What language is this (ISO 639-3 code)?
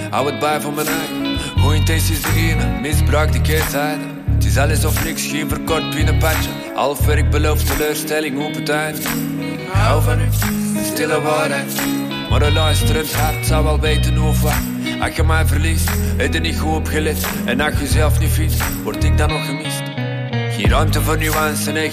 nld